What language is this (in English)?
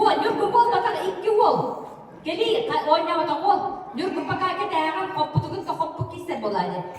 Yakut